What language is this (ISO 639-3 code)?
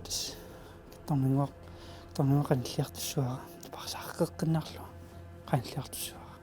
kal